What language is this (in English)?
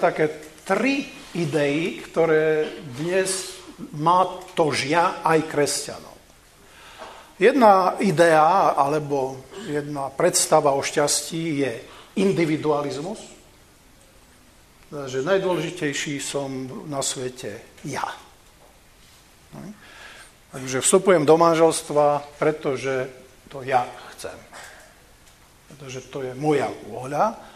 Slovak